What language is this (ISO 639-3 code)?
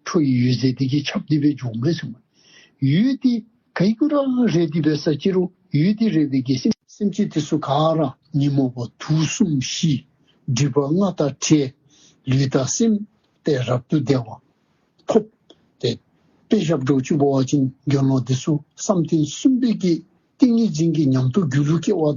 dzo